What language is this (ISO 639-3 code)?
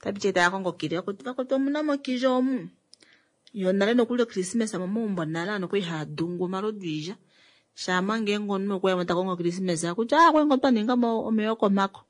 kua